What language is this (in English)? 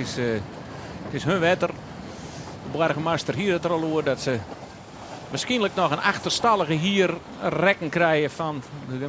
Western Frisian